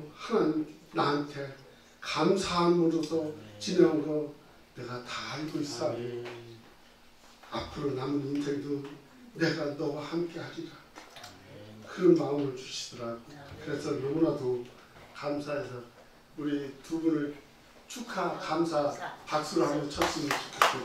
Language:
Korean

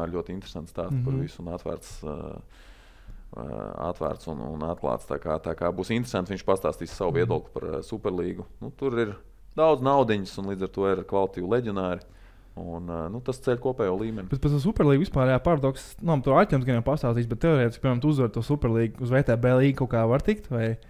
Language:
Latvian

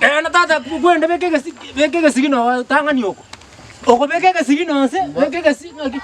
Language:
Gusii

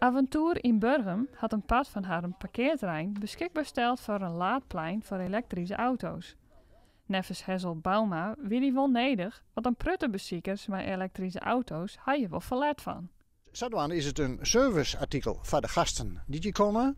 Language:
Western Frisian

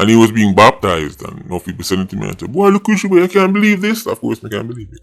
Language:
Jamaican Creole English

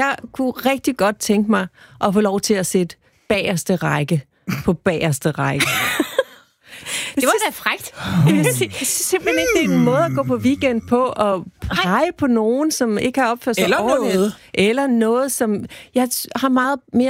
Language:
Danish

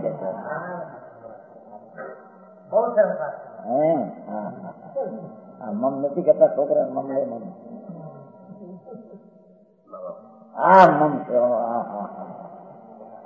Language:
Gujarati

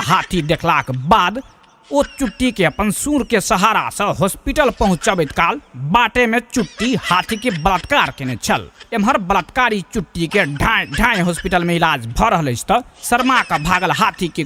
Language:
Maithili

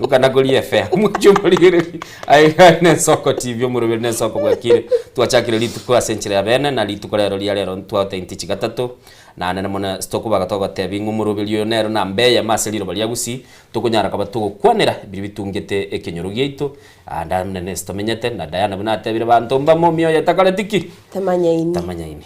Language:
Gusii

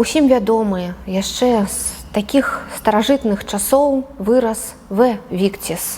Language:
Belarusian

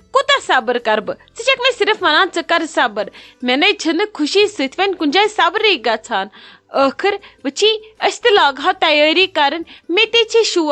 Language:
Kashmiri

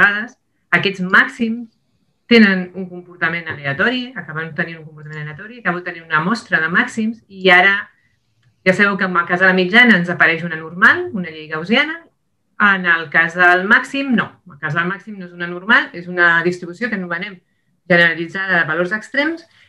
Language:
Catalan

